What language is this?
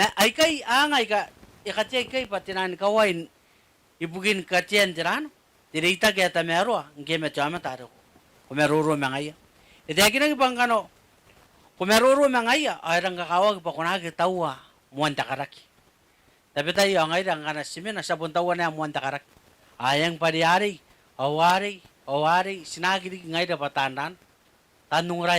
Gilbertese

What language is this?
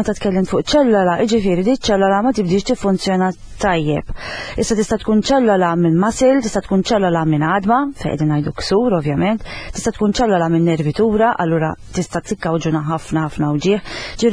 Maltese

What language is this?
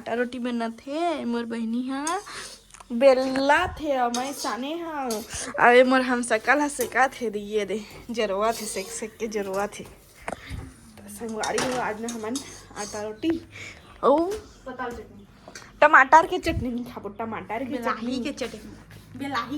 Chhattisgarhi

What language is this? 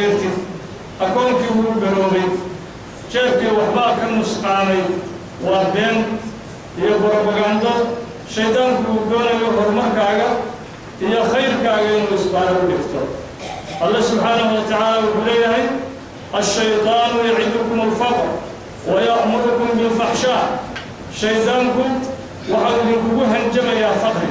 Somali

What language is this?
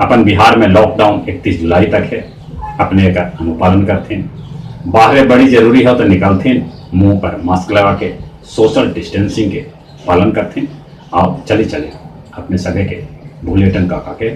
Magahi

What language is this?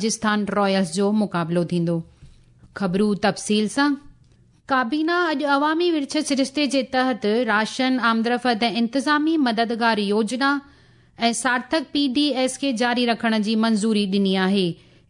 Sindhi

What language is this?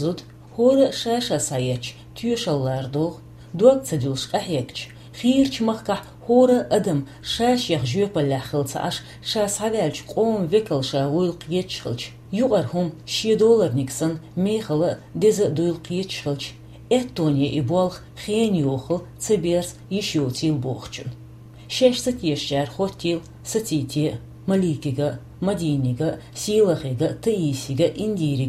Chechen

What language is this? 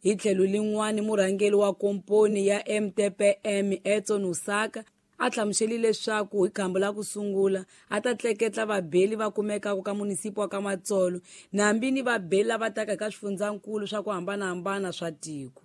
Tsonga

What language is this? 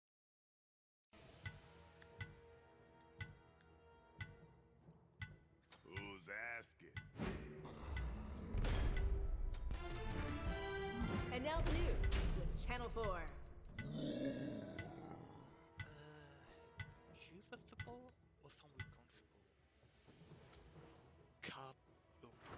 English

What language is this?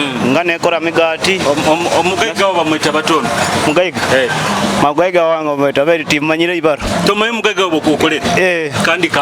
Nyoro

